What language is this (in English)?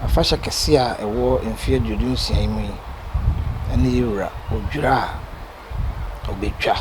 Akan